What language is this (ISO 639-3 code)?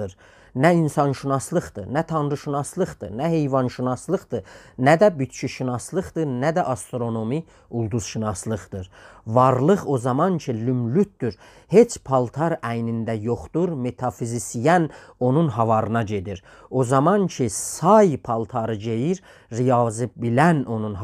azb